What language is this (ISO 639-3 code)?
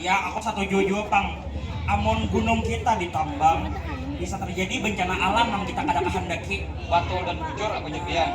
bjn